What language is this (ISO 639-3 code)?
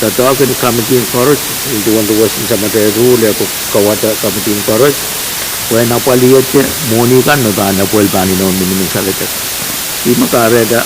pon